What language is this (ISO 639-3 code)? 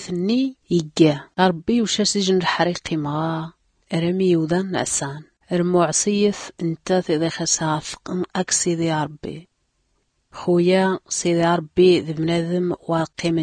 shi